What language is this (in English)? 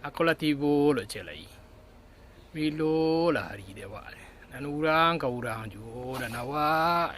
Minangkabau